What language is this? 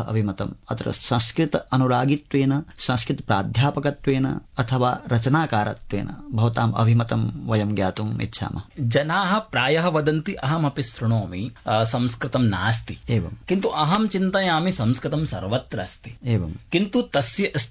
Sanskrit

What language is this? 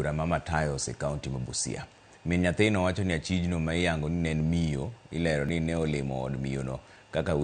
Luo (Kenya and Tanzania)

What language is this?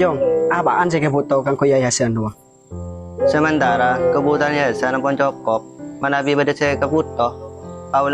Madurese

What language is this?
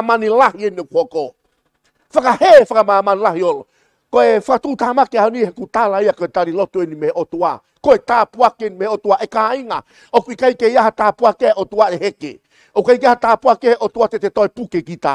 Tongan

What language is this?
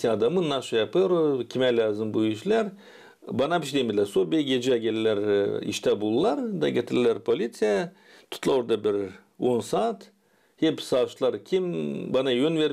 Gagauz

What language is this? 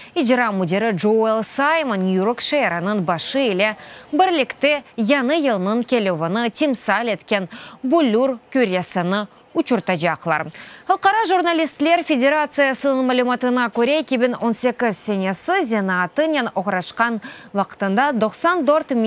Crimean Tatar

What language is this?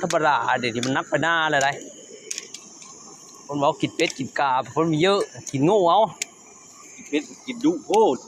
Lao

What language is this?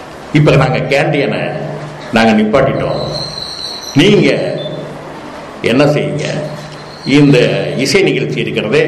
Tamil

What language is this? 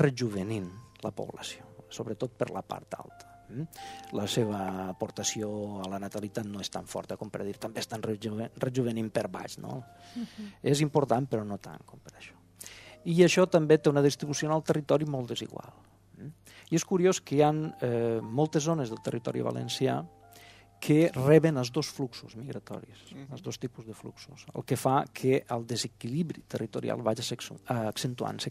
Catalan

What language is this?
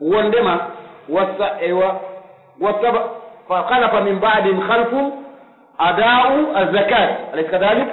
Pular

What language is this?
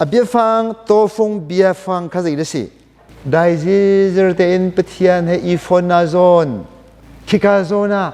Hakha Chin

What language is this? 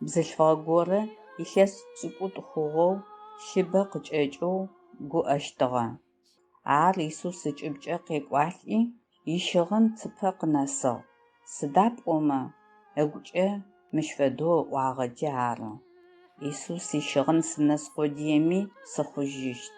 Adyghe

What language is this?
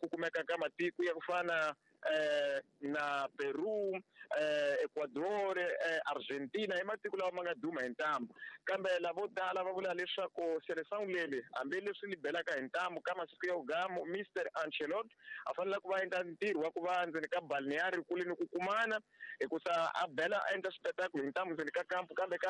Tsonga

